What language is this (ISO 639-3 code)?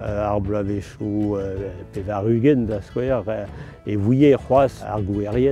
bre